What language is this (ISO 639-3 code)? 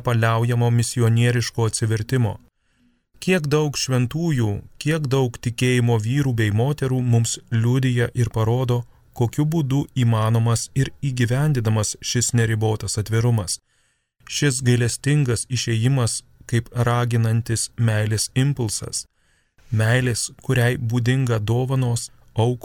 lit